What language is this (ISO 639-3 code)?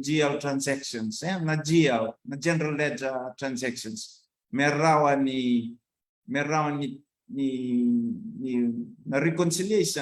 fij